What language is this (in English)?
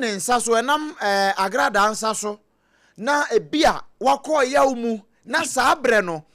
Akan